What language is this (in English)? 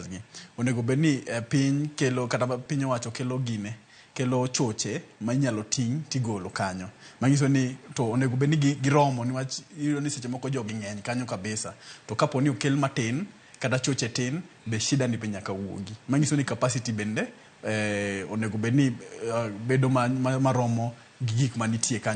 Luo (Kenya and Tanzania)